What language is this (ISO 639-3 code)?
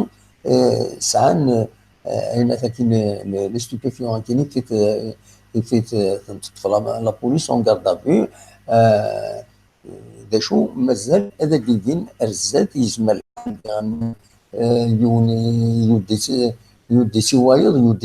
kab